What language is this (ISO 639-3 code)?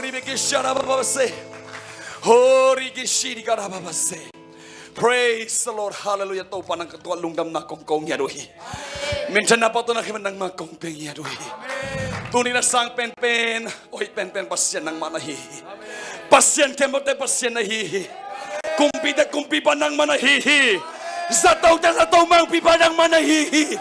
ctd